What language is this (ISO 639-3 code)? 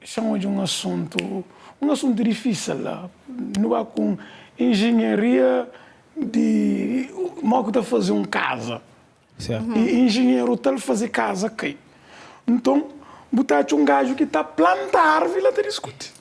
kea